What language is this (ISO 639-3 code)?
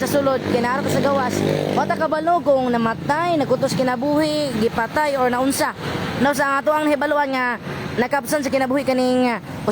ceb